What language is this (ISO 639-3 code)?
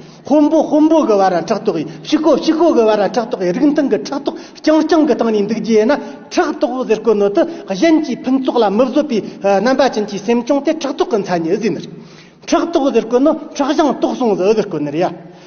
bod